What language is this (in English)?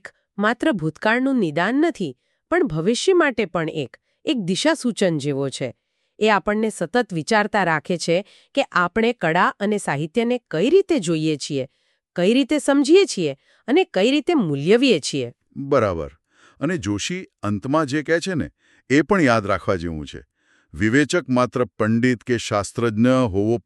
Gujarati